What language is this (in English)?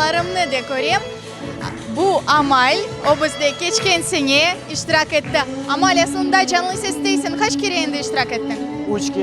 Crimean Tatar